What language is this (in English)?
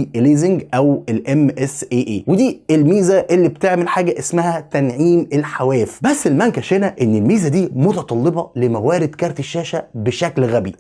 Egyptian Arabic